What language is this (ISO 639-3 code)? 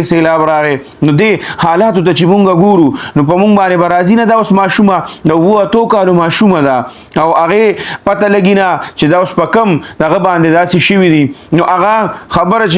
pus